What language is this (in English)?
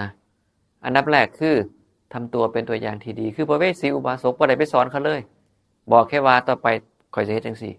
Northeastern Thai